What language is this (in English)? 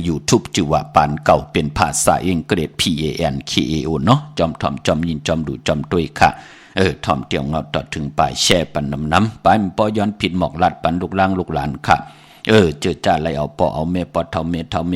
Shan